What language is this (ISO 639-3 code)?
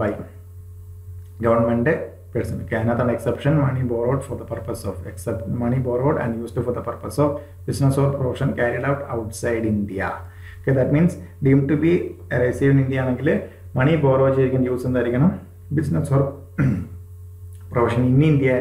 mal